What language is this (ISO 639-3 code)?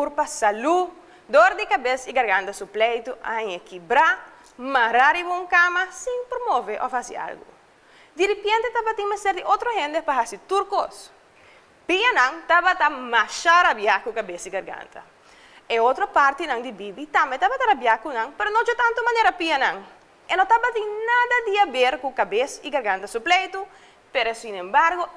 pap